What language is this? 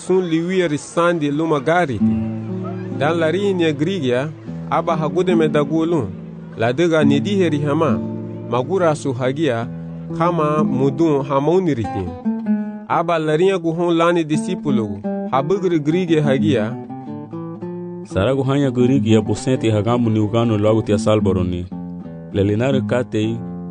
Garifuna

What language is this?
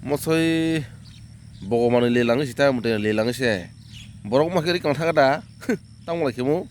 Kok Borok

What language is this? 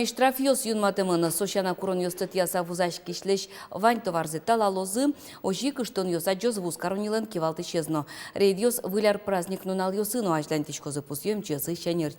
Udmurt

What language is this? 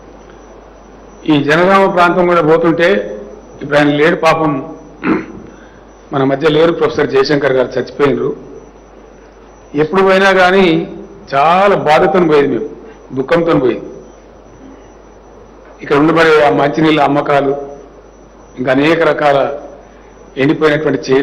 Telugu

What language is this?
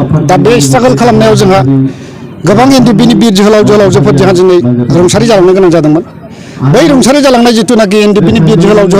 Bodo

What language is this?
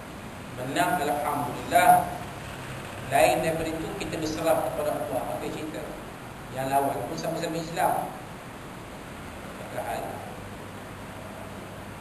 Malay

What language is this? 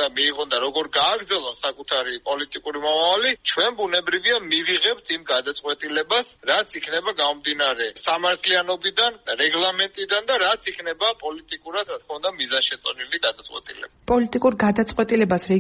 Georgian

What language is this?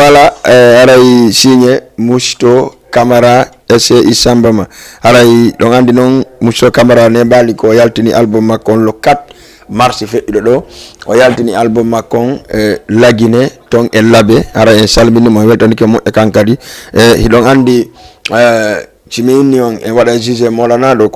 Fula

